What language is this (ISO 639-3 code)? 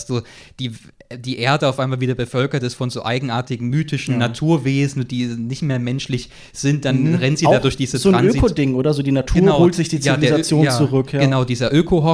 deu